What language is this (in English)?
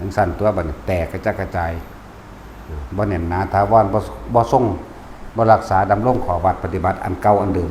Northeastern Thai